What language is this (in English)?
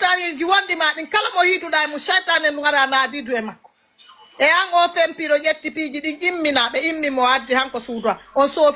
Fula